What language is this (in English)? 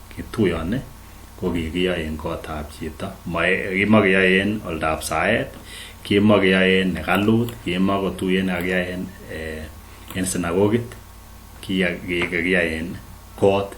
Kalenjin